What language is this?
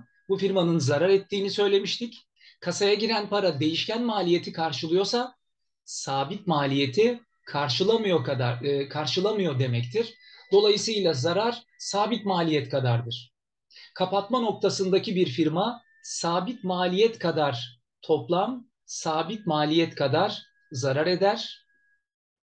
Turkish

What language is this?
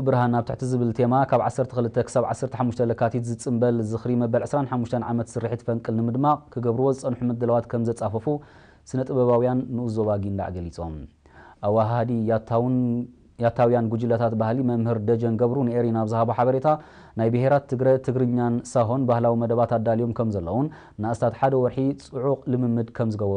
Tigrinya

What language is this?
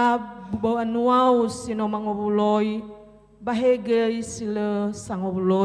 Nias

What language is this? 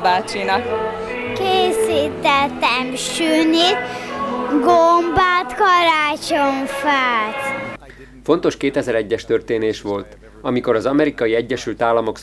Hungarian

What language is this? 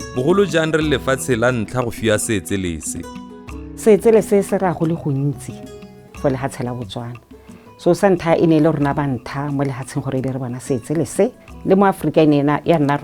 Tswana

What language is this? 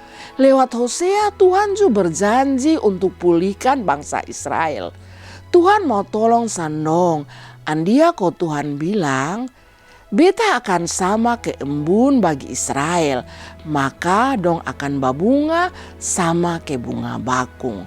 Kupang Malay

